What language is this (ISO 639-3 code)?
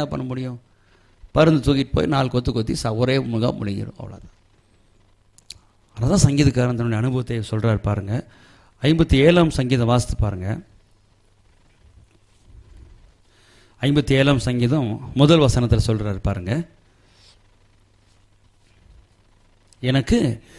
tam